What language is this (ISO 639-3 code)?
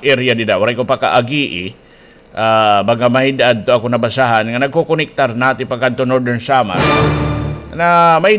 war